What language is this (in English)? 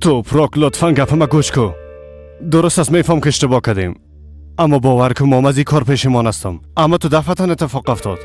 Persian